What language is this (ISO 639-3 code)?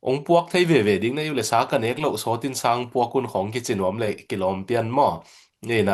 ctd